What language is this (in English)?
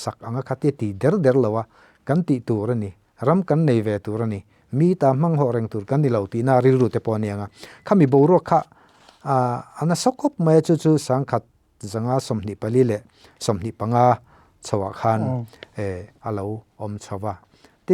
Mizo